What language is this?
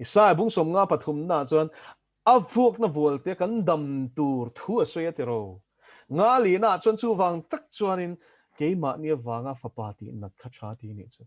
Mizo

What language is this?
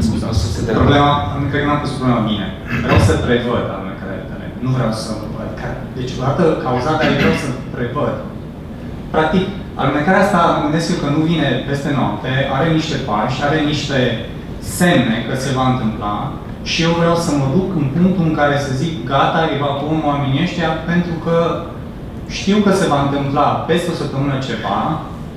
Romanian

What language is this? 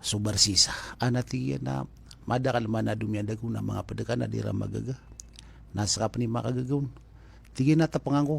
Maranao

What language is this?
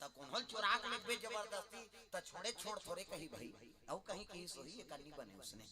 Chhattisgarhi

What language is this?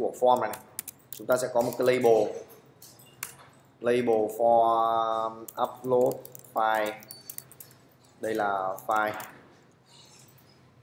Vietnamese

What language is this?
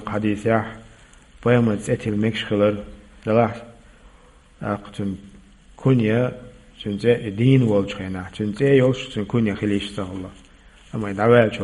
Chechen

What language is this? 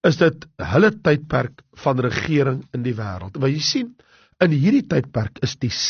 Afrikaans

